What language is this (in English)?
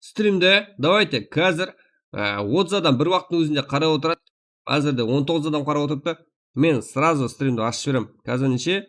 Kara-Kalpak